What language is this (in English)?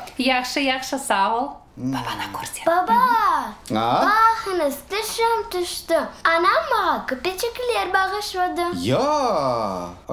Crimean Tatar